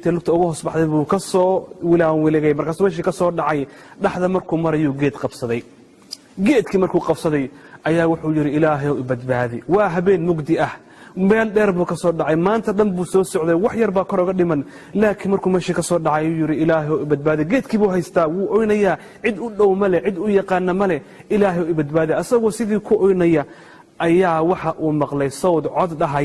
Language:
Somali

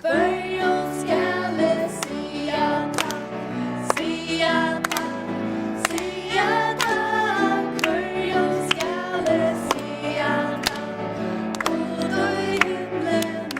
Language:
Faroese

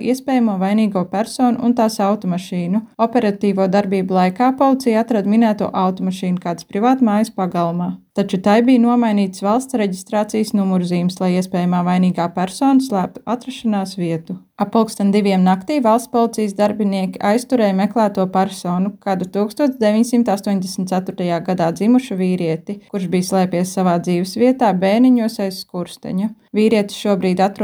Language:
Latvian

